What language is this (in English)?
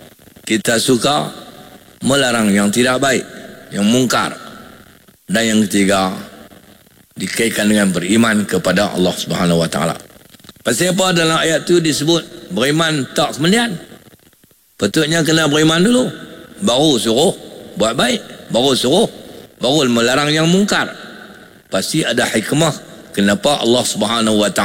Malay